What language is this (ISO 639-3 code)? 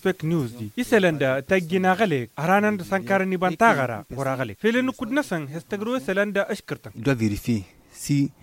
taq